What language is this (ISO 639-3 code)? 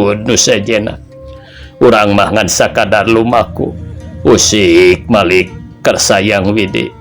sun